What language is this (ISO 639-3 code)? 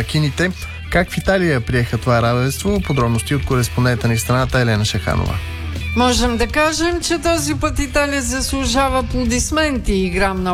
bul